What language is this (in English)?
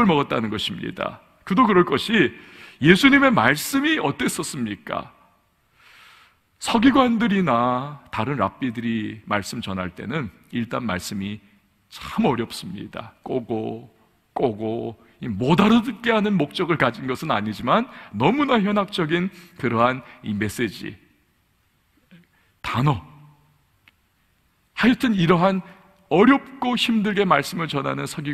Korean